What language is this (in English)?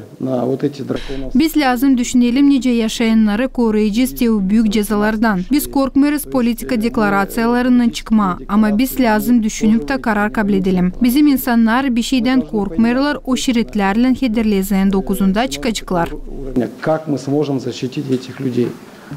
Gagauz